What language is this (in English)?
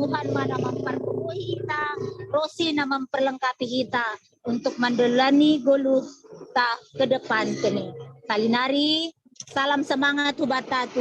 Batak Simalungun